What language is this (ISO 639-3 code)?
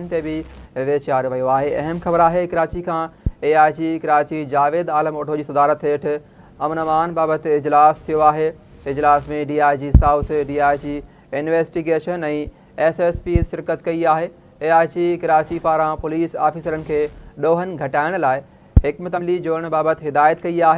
snd